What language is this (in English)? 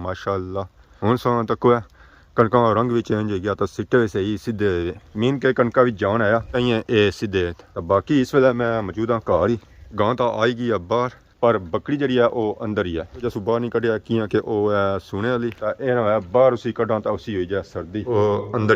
Pahari-Potwari